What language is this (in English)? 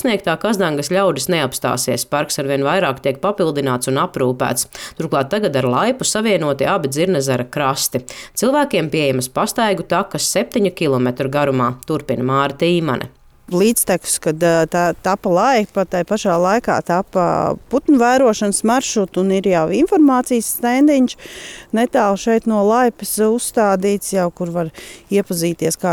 Latvian